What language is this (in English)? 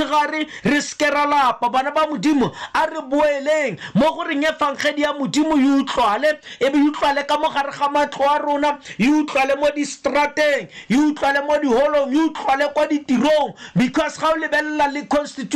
Tswana